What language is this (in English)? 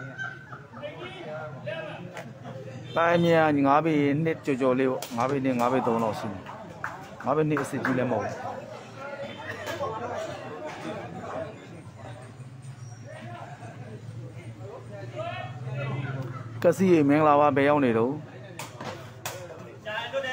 Burmese